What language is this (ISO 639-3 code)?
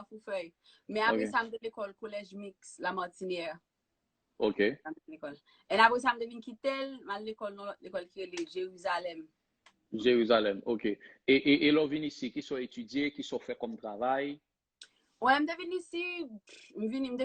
hat